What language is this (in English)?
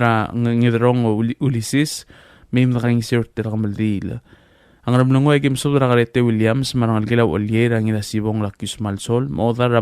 Palauan